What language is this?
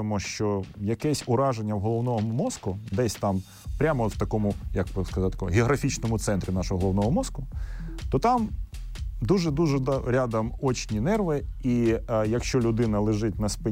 Ukrainian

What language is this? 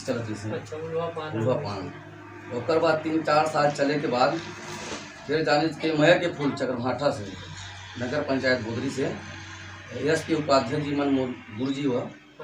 Chhattisgarhi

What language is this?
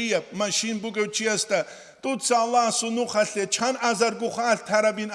Avaric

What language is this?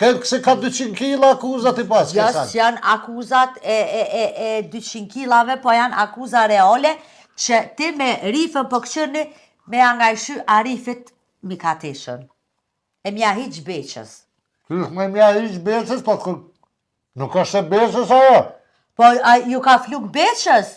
Albanian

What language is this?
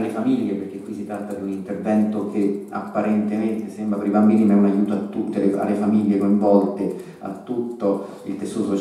Italian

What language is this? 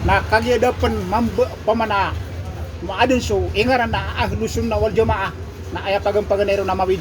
Maranao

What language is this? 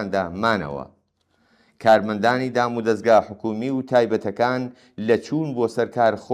Central Kurdish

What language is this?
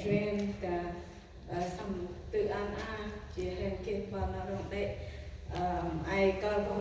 Central Mnong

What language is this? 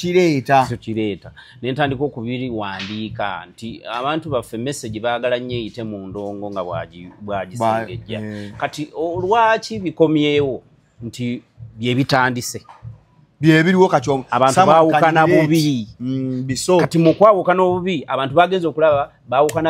Ganda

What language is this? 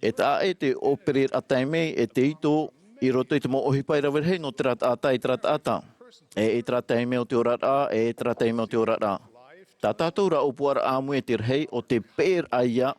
Tahitian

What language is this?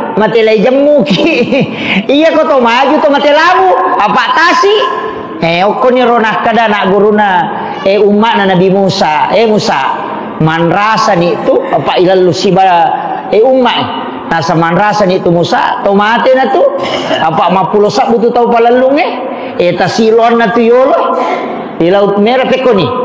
Buginese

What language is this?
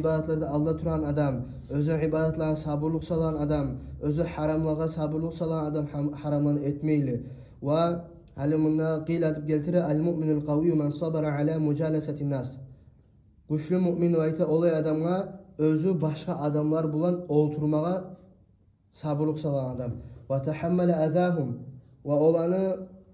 Kumyk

